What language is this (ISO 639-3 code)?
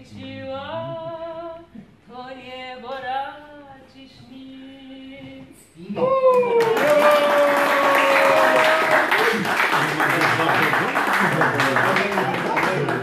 pol